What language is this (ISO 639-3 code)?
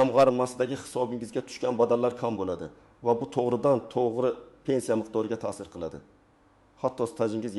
uzb